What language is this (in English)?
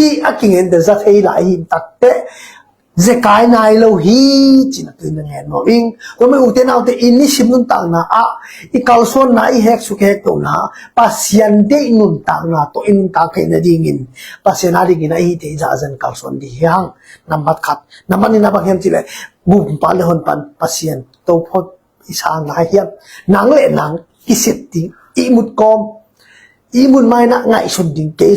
Tedim Chin